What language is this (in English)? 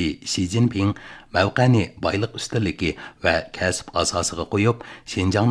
Uyghur